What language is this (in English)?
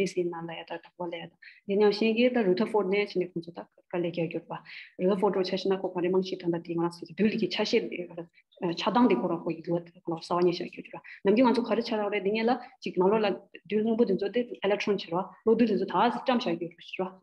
Tibetan